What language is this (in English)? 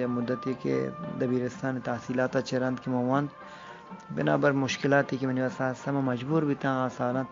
Eastern Balochi